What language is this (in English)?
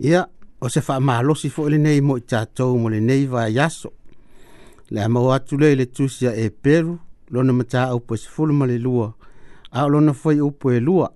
Samoan